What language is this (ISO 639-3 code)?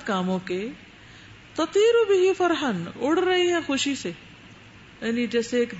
urd